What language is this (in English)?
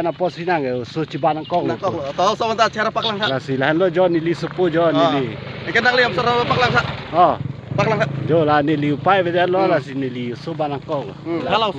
Karbi